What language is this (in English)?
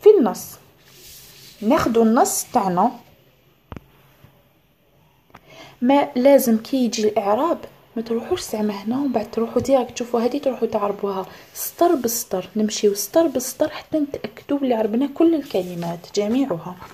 Algerian Arabic